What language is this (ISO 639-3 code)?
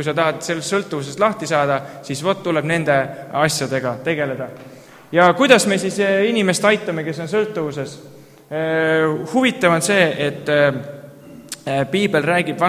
est